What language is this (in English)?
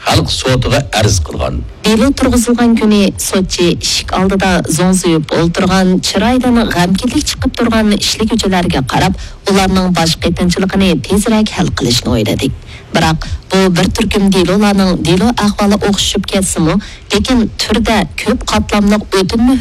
Uyghur